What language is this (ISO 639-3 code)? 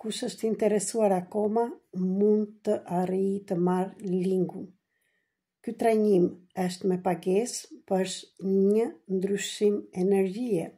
sqi